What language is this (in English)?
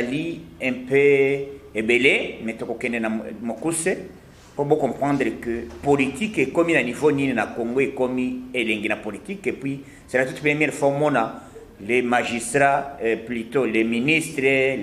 Lingala